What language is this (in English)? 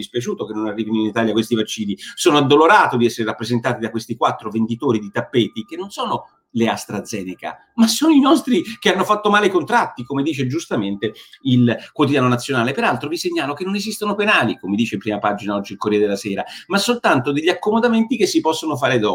Italian